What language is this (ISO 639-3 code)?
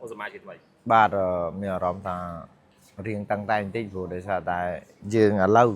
khm